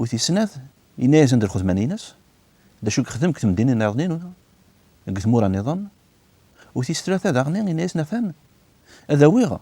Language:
Kabyle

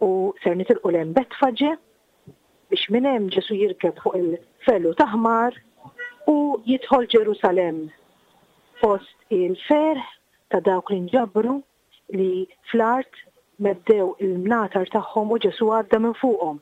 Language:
Maltese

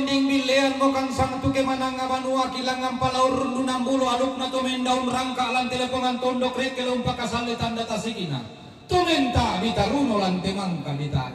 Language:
Toraja-Sa'dan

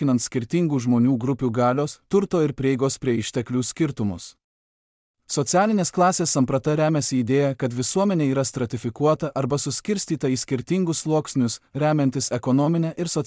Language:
Lithuanian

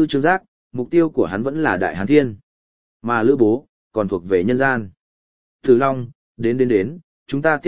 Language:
Vietnamese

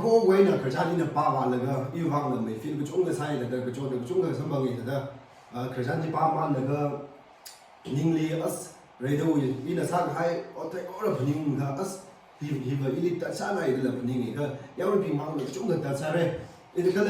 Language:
Tangkhul Naga (India)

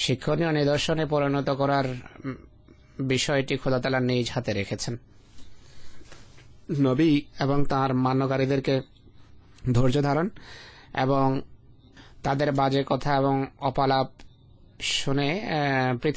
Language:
Bangla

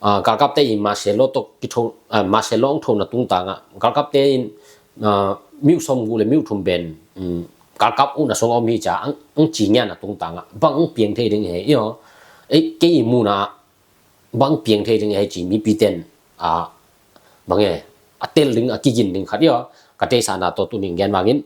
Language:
Tedim Chin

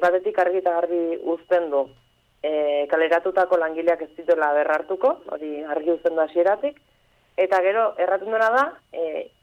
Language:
Basque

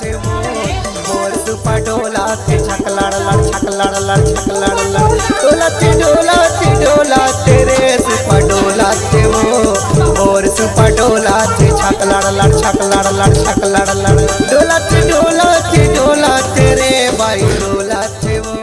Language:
Chhattisgarhi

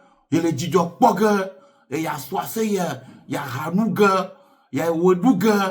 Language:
Ewe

